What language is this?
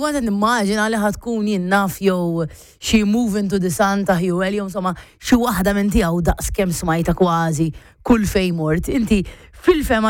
Maltese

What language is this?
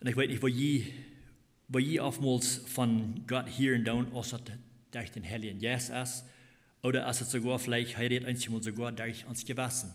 Plautdietsch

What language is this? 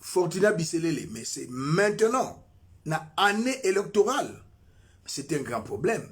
Lingala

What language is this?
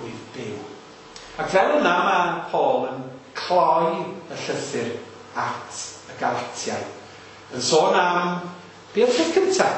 Welsh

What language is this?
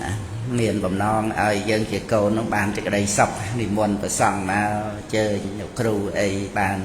Khmer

